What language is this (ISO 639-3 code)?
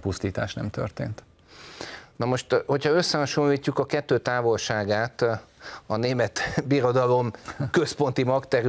hun